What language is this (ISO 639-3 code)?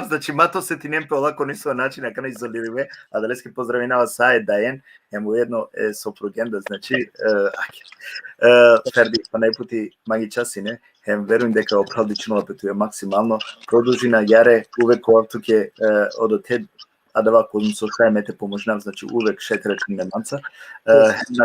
rmn